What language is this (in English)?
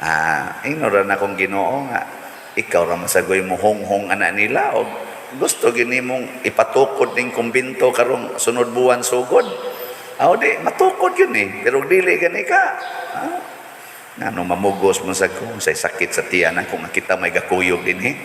Cebuano